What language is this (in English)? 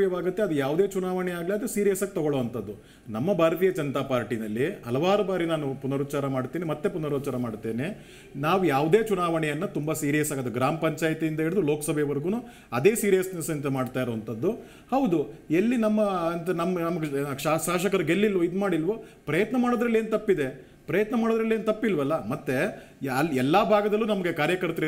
Kannada